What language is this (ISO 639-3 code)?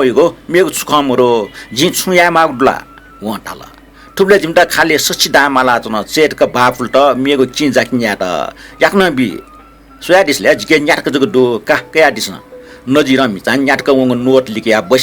new